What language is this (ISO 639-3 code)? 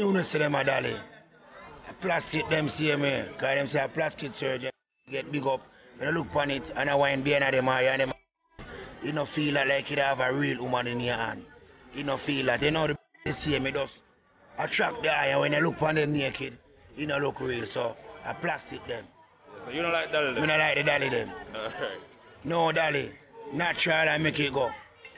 jam